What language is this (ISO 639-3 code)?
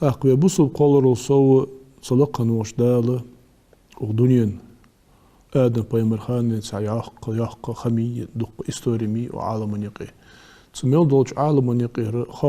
inh